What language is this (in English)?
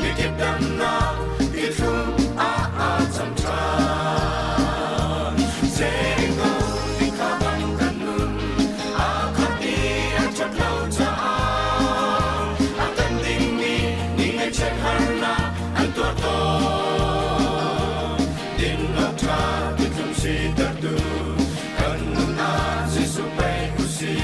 Hakha Chin